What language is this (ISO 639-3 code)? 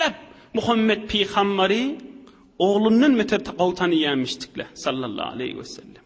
tuk